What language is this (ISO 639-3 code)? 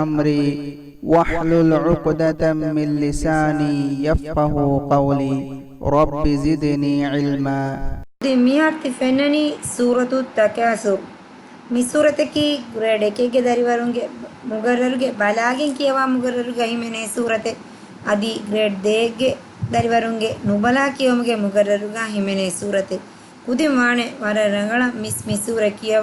div